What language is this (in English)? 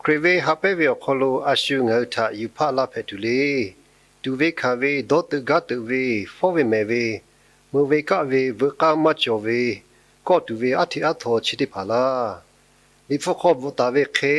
Lahu